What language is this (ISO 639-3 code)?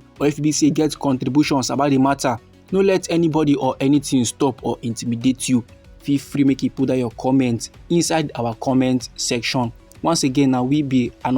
pcm